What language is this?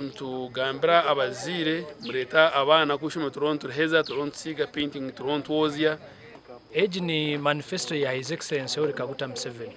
Nyankole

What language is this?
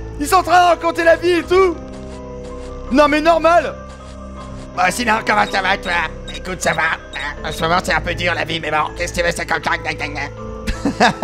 French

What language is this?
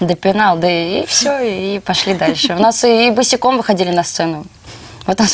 Russian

